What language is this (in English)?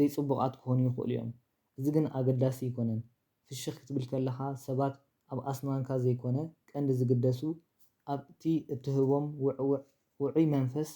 Tigrinya